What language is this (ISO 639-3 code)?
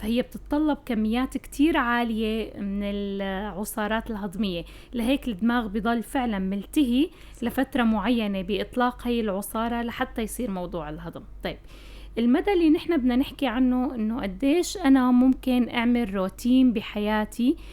apc